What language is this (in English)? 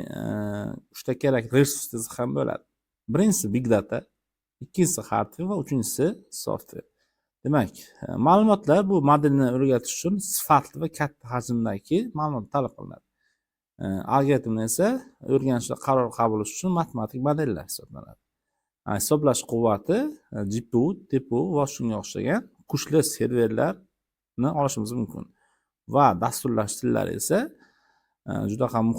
Uzbek